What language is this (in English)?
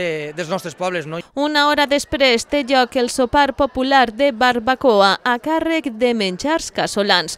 Catalan